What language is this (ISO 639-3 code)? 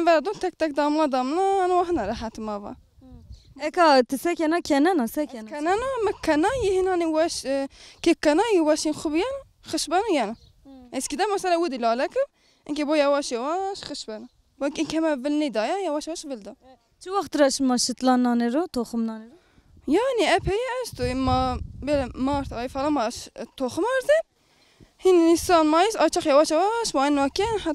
zza